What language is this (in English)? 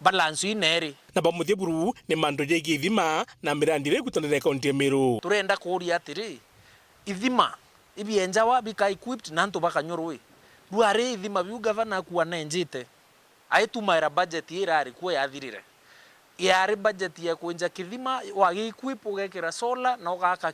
Meru